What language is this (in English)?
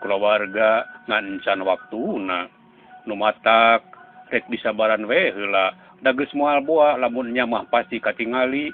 Sundanese